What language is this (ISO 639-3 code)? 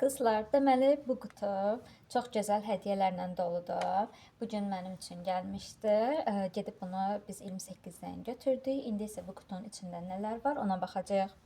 aze